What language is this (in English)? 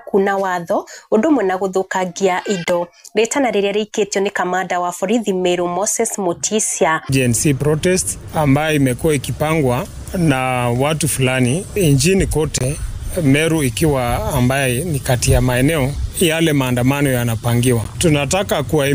Kikuyu